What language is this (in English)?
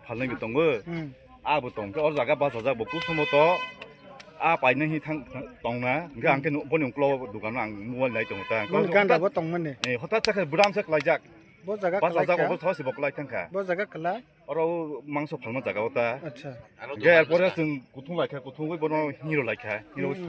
Kok Borok